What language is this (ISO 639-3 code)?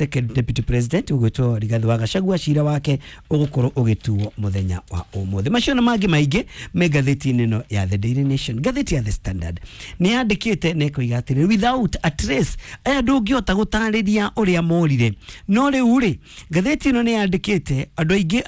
kik